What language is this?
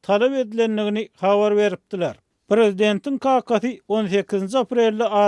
Turkmen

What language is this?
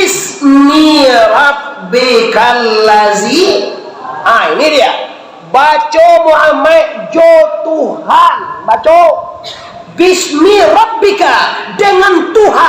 Minangkabau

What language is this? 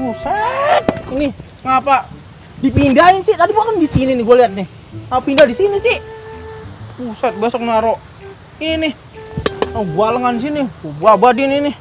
Betawi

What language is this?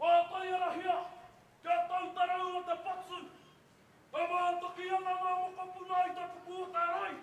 Māori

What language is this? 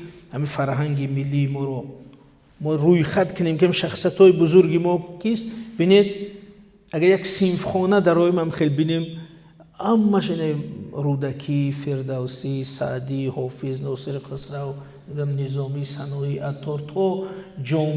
Tajik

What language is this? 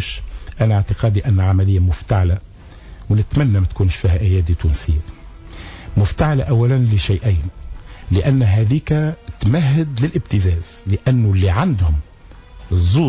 Tunisian Arabic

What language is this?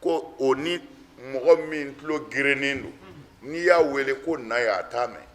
Bambara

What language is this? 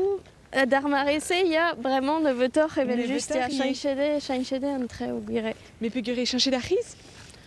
Breton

